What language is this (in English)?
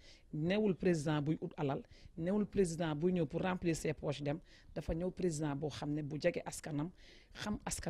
Wolof